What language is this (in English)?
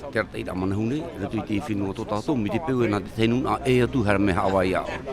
Tahitian